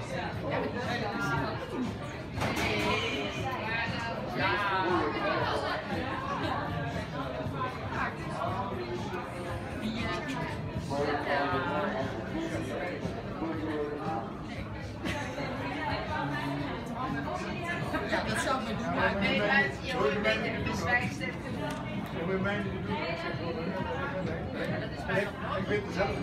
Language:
Dutch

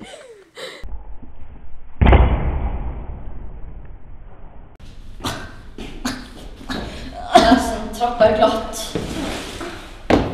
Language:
Norwegian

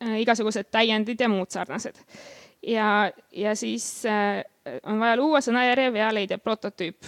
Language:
Estonian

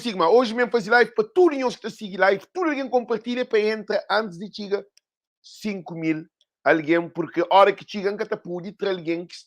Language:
Kabuverdianu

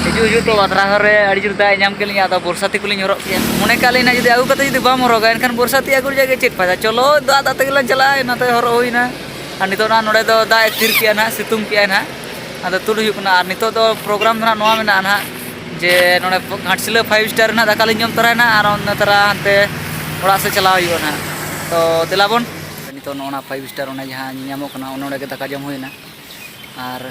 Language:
Santali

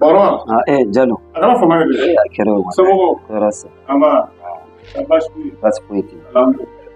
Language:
Bambara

